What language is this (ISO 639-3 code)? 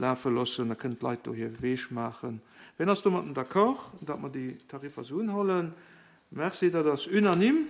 ltz